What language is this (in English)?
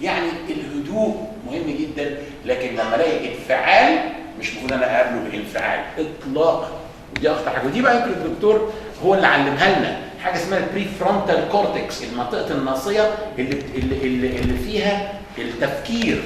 Egyptian Arabic